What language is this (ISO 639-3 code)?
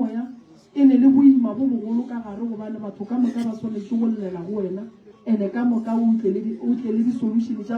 nso